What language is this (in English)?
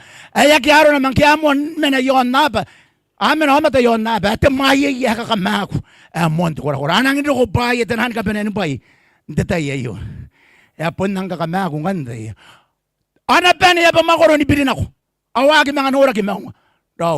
Gilbertese